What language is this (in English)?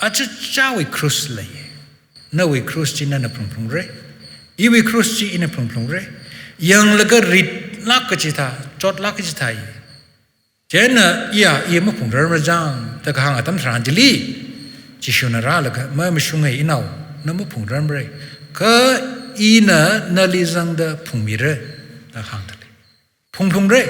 Tangkhul Naga (India)